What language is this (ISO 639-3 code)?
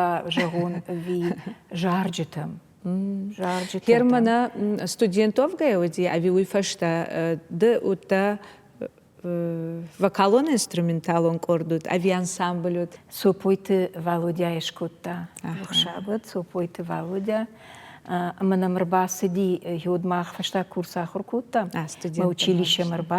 oss